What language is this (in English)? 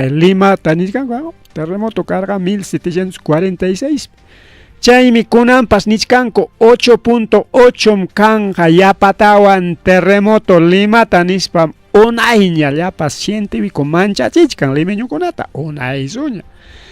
Ayacucho Quechua